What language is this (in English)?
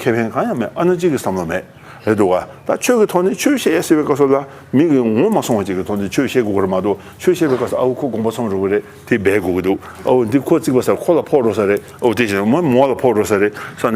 Tibetan